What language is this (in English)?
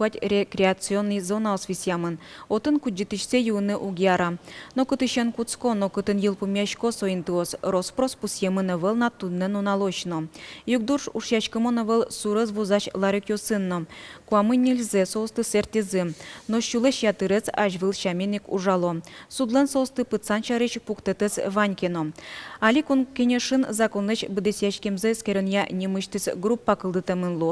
Udmurt